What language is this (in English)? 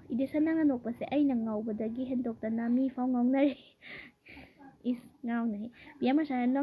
Manipuri